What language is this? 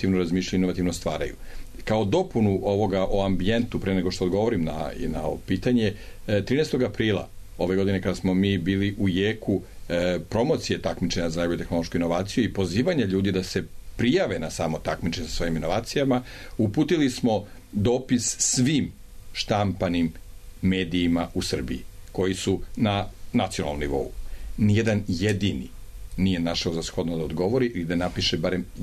Serbian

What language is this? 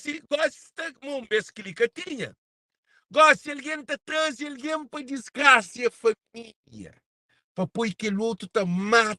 Kabuverdianu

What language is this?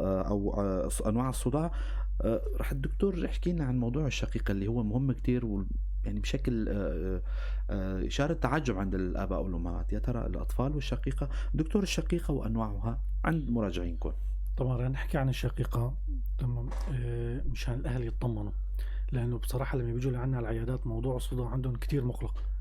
North Levantine Arabic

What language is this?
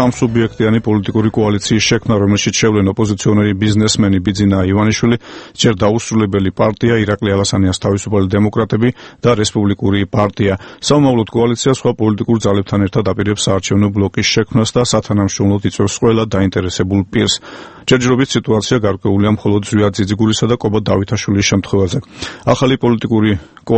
Georgian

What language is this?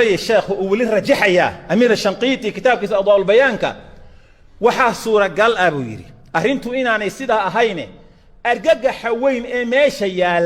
Somali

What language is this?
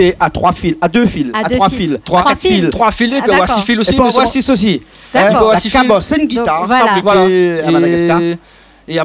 Réunion Creole French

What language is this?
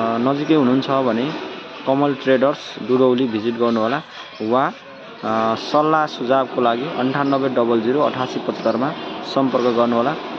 Nepali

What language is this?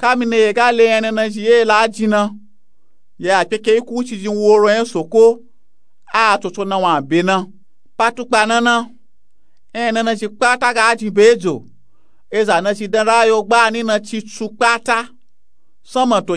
Nupe-Nupe-Tako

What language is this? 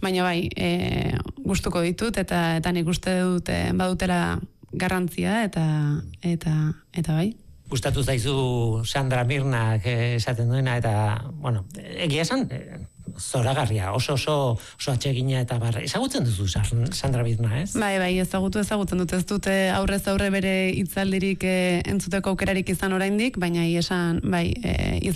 Basque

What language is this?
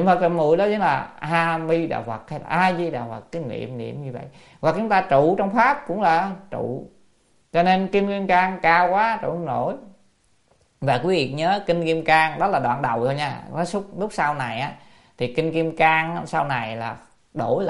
Vietnamese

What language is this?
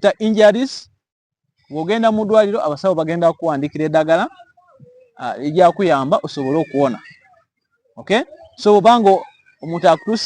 Ganda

